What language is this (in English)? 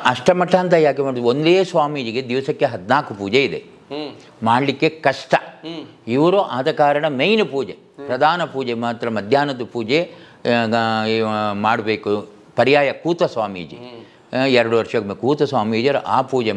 Kannada